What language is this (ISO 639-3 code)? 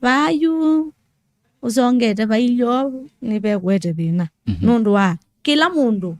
kam